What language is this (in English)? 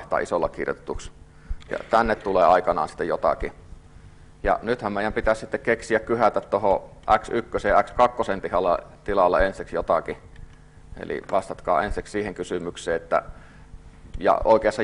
Finnish